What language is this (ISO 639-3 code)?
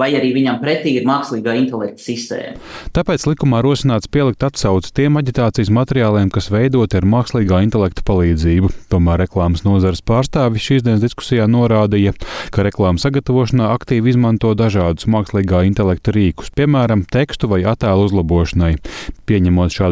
lav